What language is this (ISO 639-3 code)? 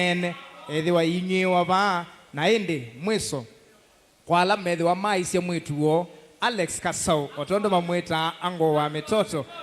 kam